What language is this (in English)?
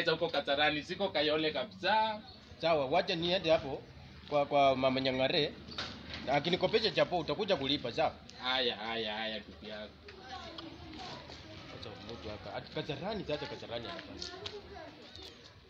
Swahili